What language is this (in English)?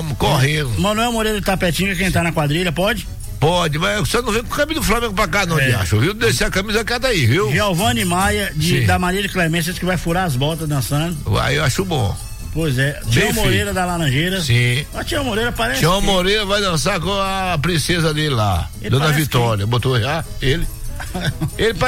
Portuguese